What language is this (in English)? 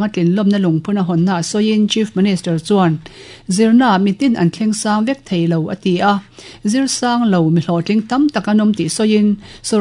Mizo